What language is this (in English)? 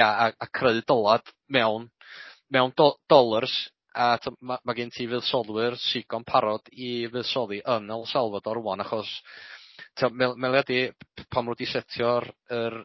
Welsh